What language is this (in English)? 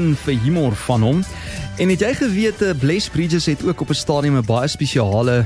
Afrikaans